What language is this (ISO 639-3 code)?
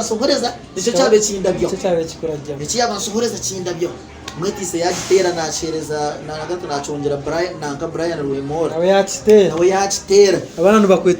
nyn